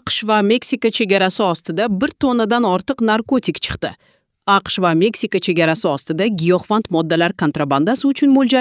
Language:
Uzbek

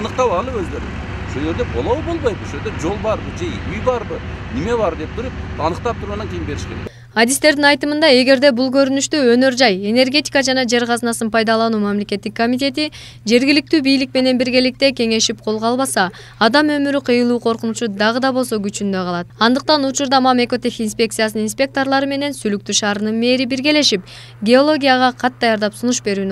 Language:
Kyrgyz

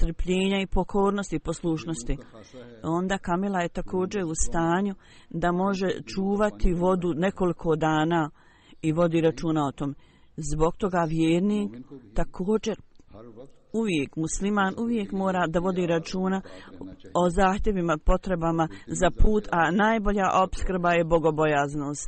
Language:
Bosnian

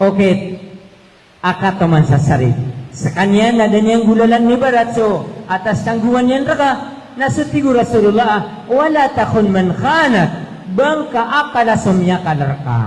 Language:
Maranao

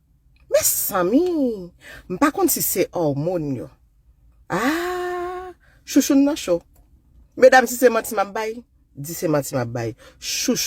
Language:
Haitian Creole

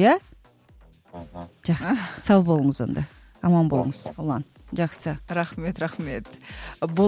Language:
Kazakh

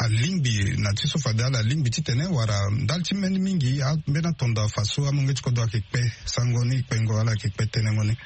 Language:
Sango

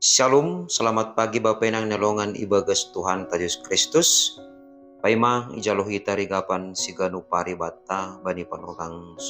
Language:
Batak Simalungun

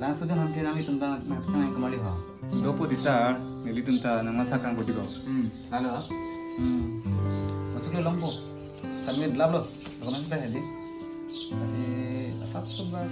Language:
Karbi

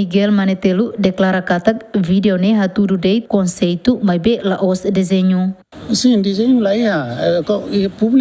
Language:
Tetum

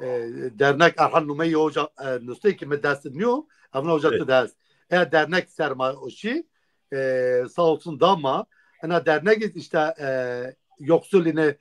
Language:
Zaza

